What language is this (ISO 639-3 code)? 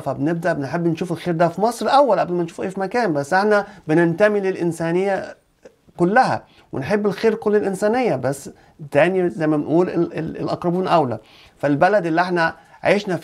arz